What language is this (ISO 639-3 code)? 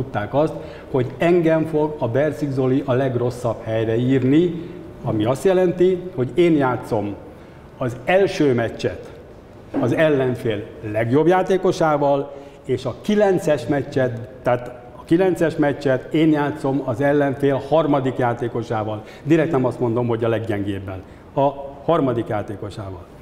hun